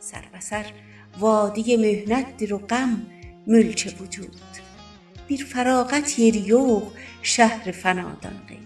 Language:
South Azerbaijani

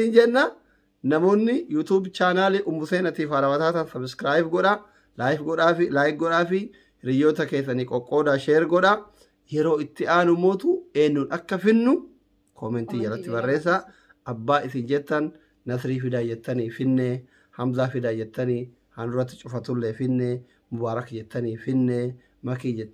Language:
Oromo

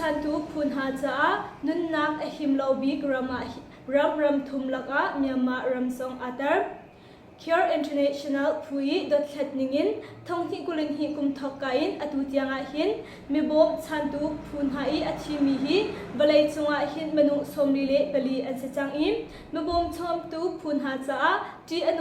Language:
Hakha Chin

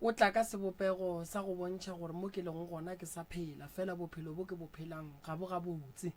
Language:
Northern Sotho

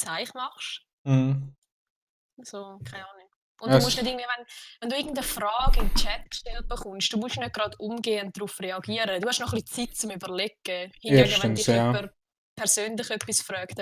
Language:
Swiss German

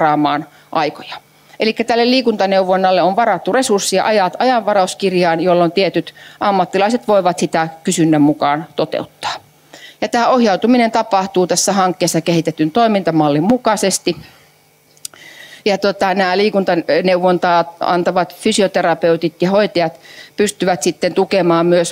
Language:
Finnish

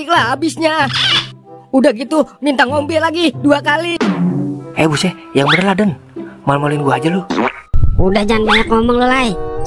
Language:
Betawi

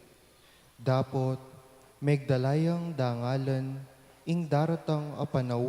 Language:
Pampanga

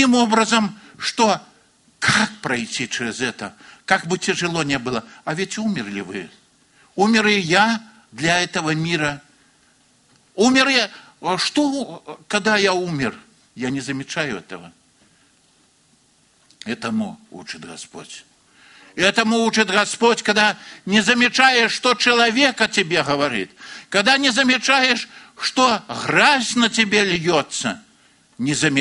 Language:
Russian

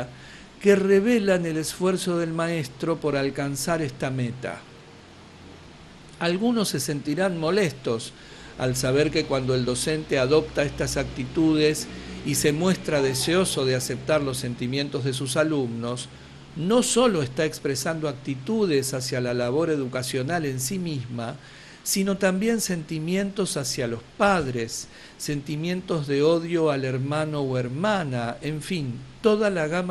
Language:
Spanish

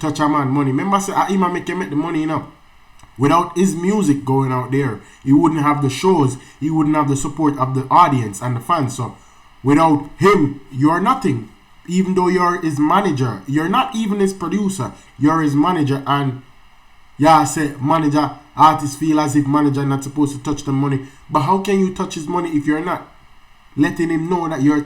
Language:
Jamaican Creole English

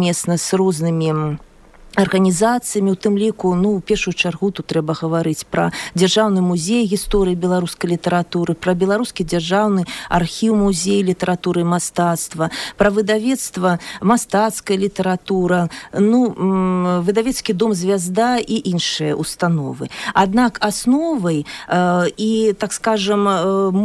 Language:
Belarusian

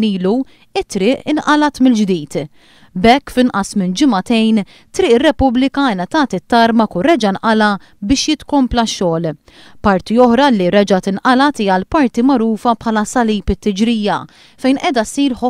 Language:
Maltese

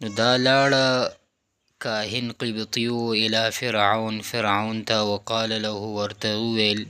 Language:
Pashto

